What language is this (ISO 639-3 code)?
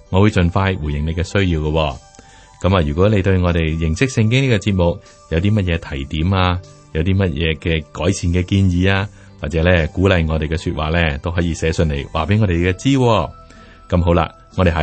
yue